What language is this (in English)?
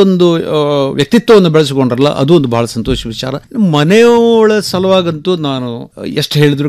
Kannada